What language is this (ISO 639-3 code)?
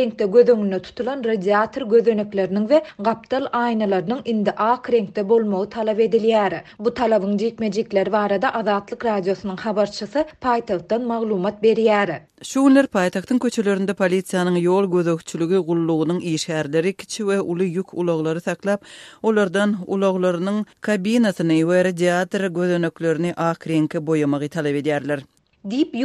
tuk